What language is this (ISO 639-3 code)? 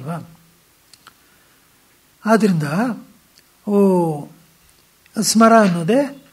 kan